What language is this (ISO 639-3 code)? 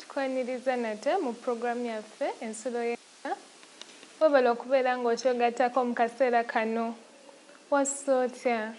lug